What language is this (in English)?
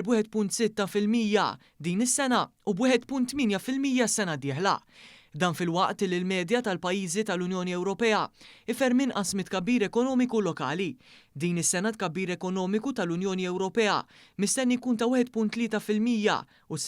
Maltese